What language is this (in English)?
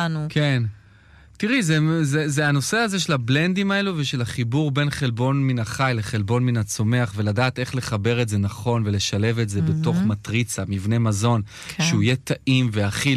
Hebrew